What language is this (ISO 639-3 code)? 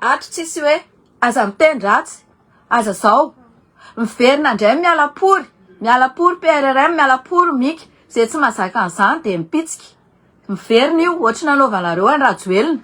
mlg